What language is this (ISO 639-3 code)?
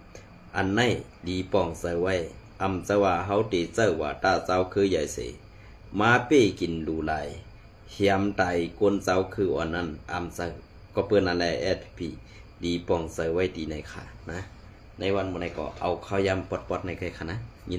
shn